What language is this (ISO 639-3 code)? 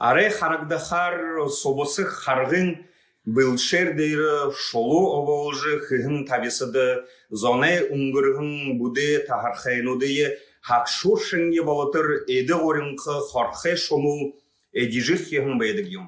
bua